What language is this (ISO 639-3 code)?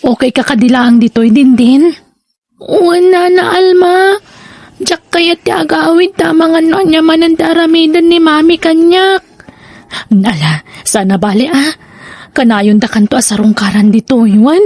ilo